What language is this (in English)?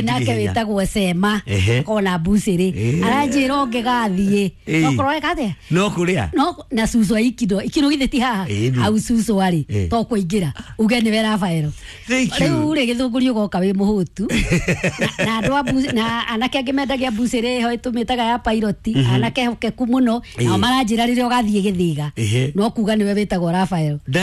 Kikuyu